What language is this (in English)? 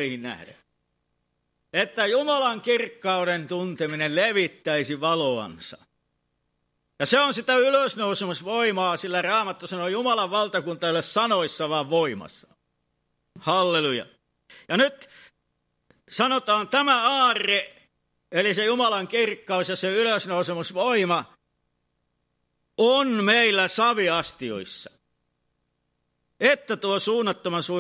Finnish